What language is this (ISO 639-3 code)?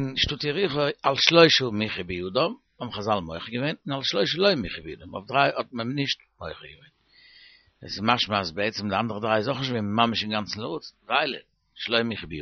yid